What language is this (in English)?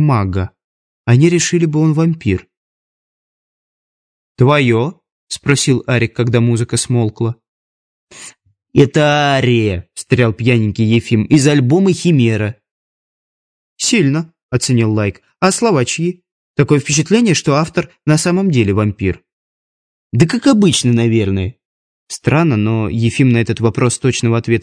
Russian